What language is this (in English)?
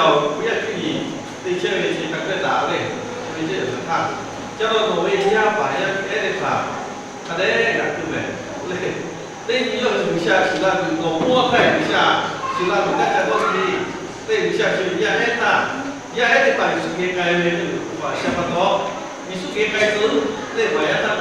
Lahu